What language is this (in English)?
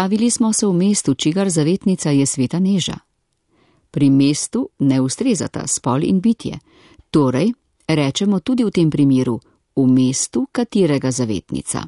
Slovenian